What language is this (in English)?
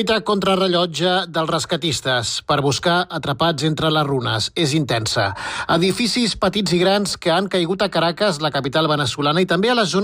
Catalan